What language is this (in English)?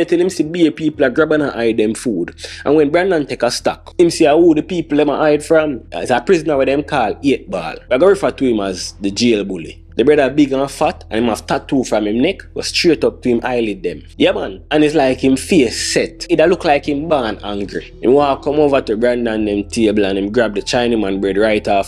Jamaican Creole English